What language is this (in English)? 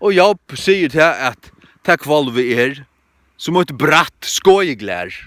Faroese